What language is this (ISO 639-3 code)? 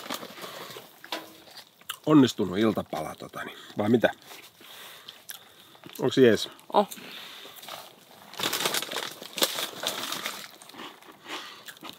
fin